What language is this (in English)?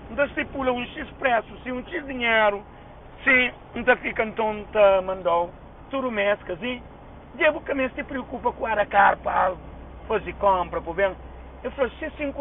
Kabuverdianu